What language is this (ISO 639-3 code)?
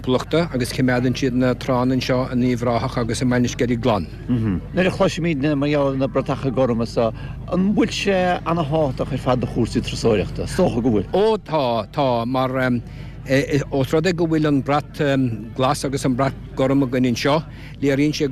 gle